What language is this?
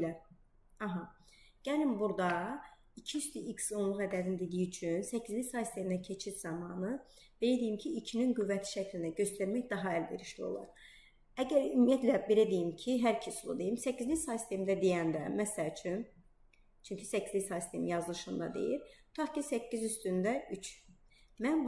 Azerbaijani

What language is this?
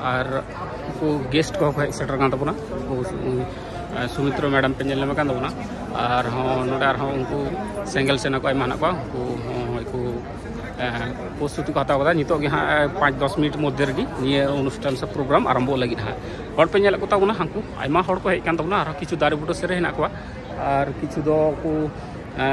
Santali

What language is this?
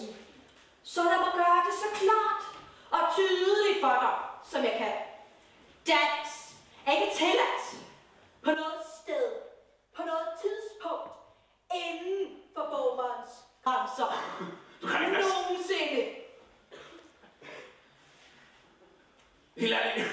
Danish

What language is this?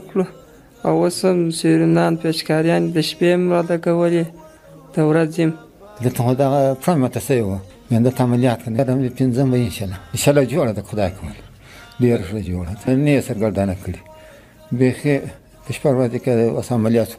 Pashto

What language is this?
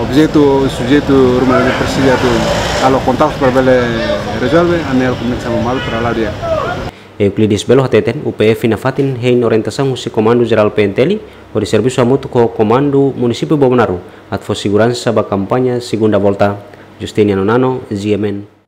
Tetum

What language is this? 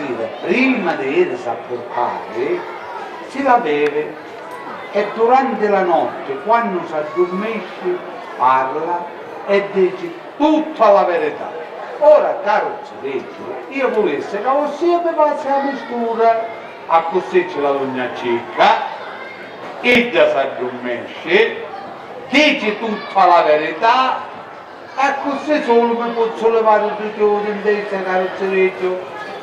Sicilian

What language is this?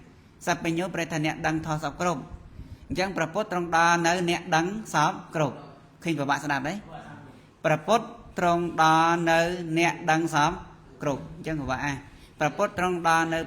Khmer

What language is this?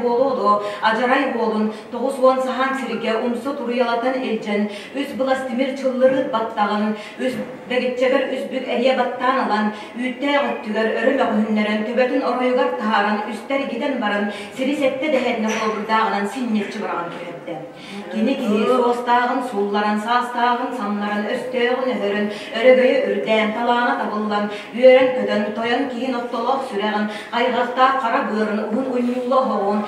Yakut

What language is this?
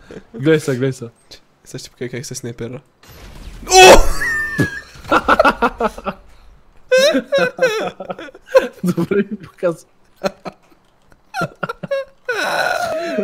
Bulgarian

